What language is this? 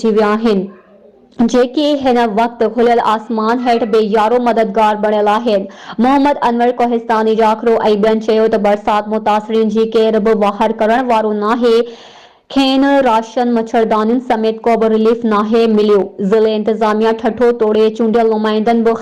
Sindhi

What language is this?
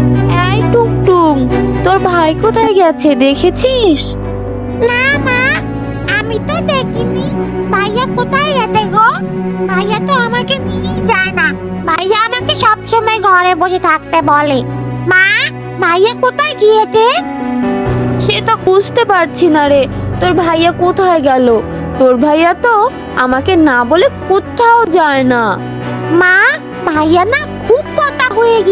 Bangla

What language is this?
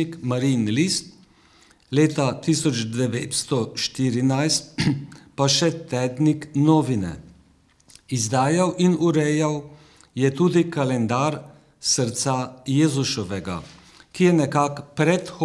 Slovenian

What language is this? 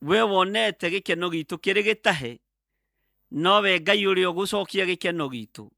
Kikuyu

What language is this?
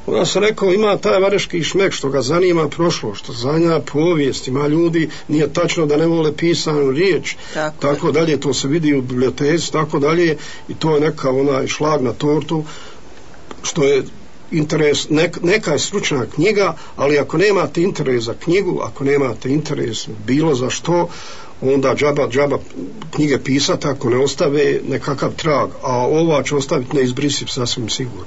Bosnian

